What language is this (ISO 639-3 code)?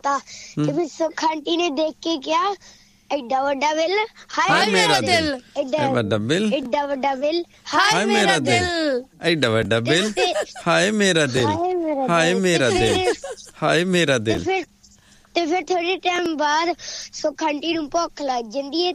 pan